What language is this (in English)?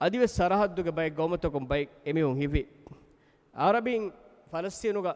Divehi